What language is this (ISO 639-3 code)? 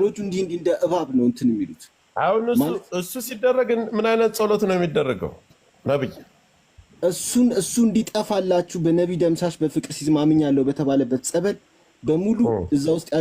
amh